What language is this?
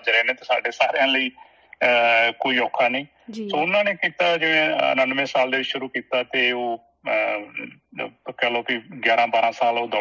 Punjabi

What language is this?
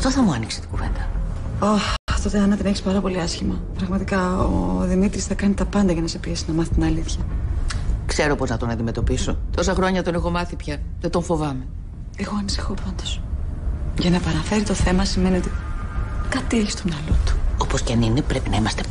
Greek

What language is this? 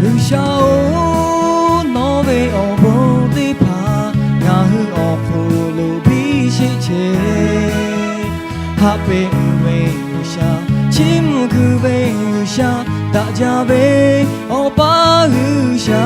Lahu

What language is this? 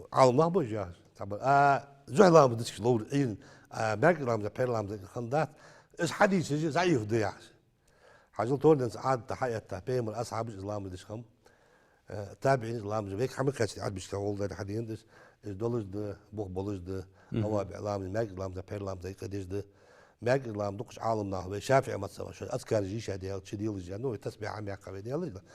Ingush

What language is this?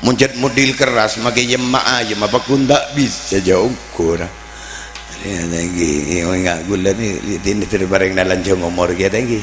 Madurese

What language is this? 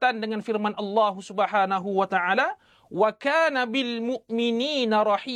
Malay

